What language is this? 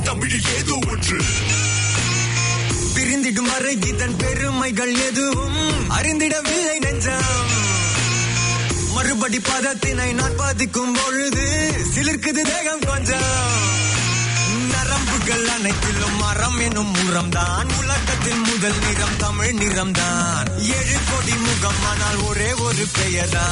Tamil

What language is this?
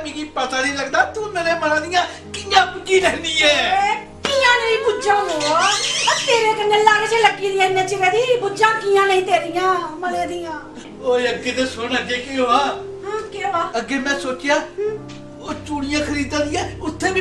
Dogri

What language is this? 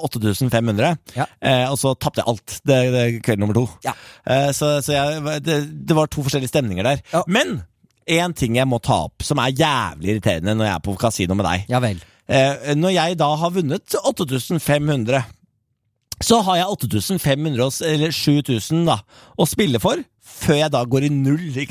Norwegian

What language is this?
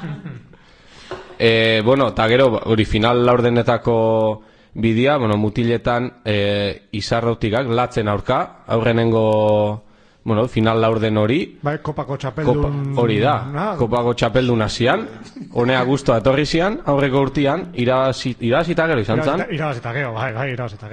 Basque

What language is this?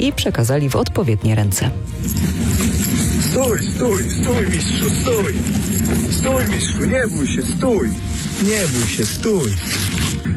Polish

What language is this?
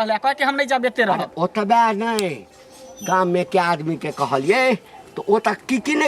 Maithili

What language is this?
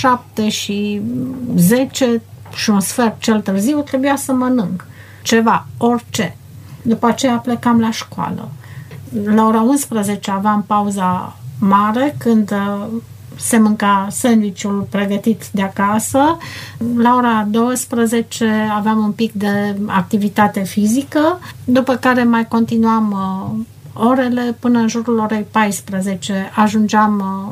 Romanian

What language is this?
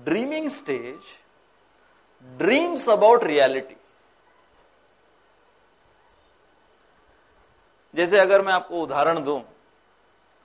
Hindi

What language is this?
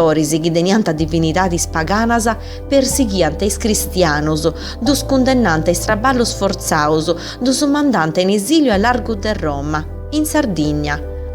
Sardinian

